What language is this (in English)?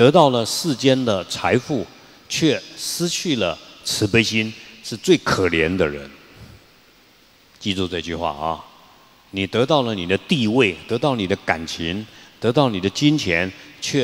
Chinese